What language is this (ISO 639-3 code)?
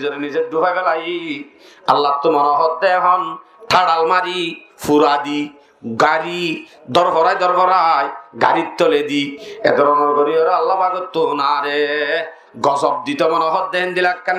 rhg